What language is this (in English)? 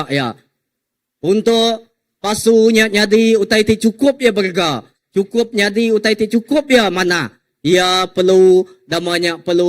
Iban